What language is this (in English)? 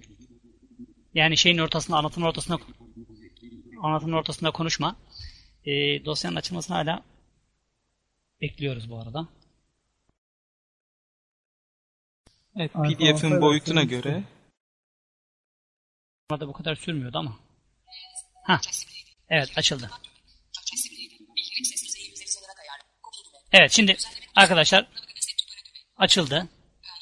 Turkish